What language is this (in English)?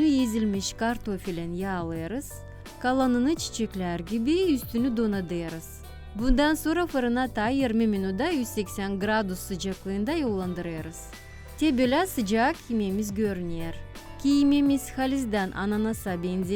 Gagauz